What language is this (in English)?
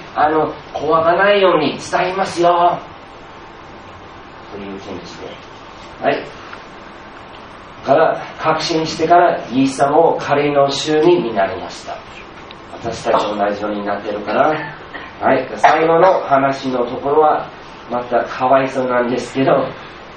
Japanese